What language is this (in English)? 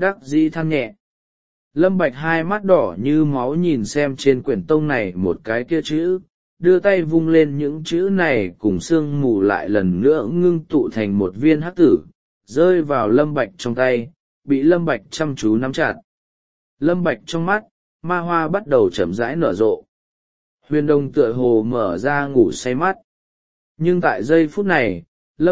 Vietnamese